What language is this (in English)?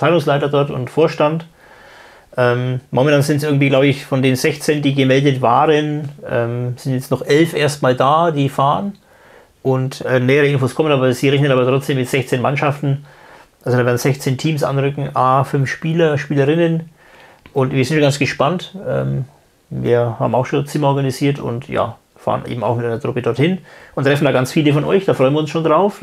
German